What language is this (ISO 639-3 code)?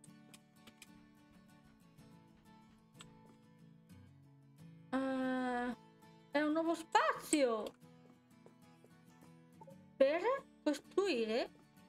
ita